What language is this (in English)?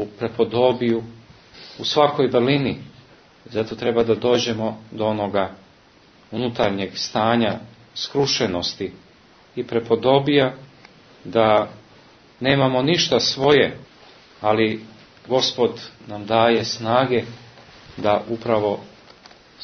Serbian